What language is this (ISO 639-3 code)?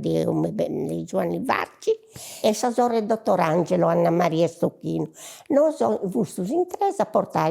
srd